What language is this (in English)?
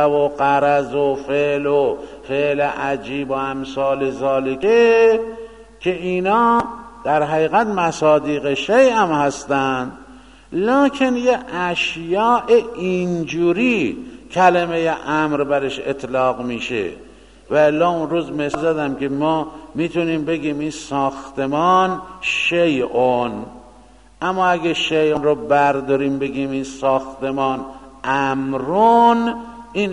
Persian